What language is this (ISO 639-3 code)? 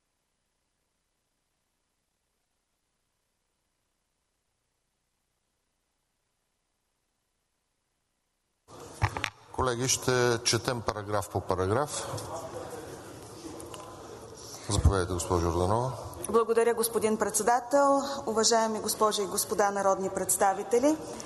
bul